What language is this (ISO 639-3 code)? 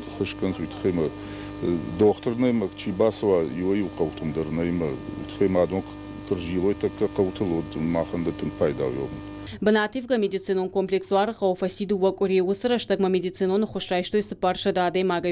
oss